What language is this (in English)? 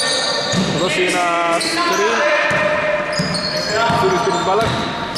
Greek